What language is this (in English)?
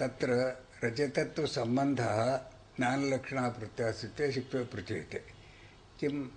Sanskrit